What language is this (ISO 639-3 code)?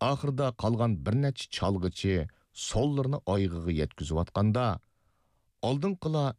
uig